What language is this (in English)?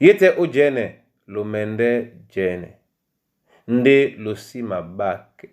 Duala